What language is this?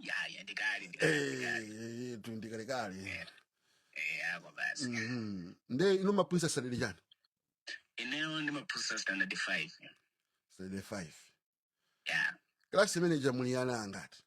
Nyanja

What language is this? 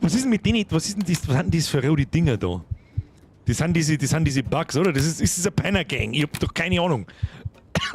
Bavarian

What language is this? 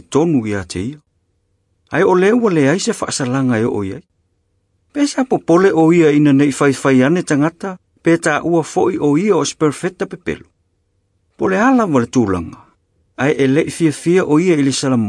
Samoan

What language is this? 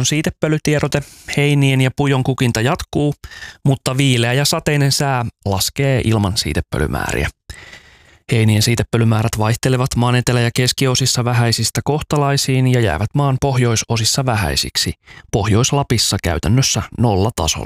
Finnish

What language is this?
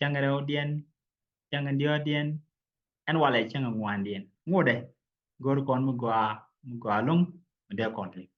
Nuer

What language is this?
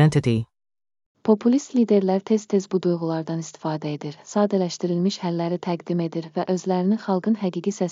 Azerbaijani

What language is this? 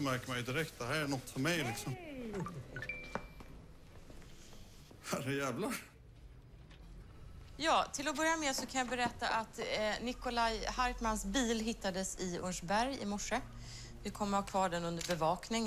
Swedish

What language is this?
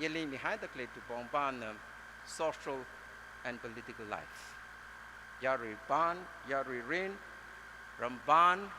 Tangkhul Naga (India)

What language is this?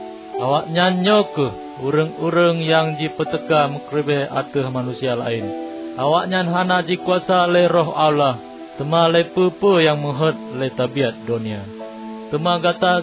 Achinese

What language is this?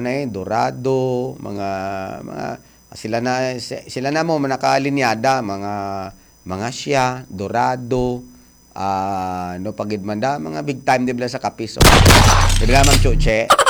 Hiligaynon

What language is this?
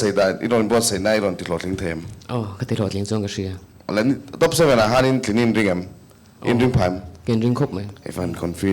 Mizo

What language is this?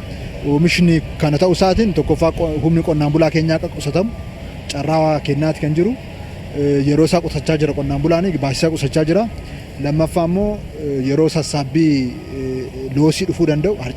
Oromo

